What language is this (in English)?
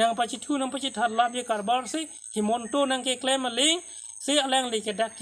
Karbi